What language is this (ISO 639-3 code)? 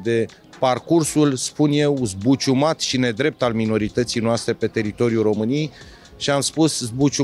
ron